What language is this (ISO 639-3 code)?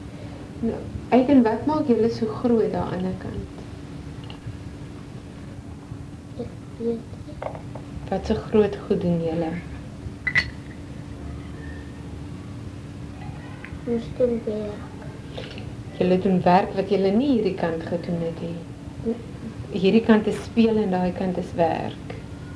afr